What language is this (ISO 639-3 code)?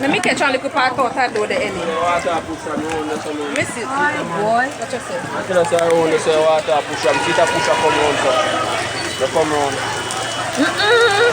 jam